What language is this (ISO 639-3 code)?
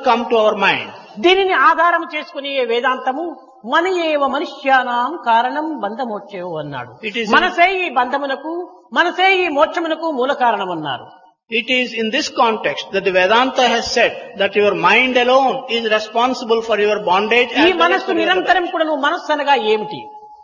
tel